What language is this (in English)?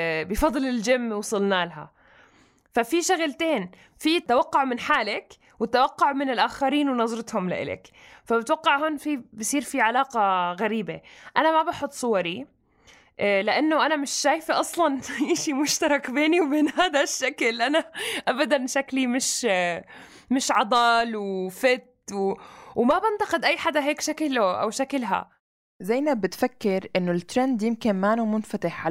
North Levantine Arabic